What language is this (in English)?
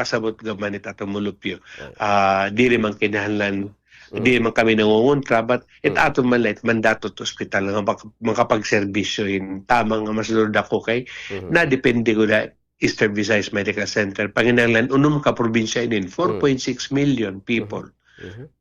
Waray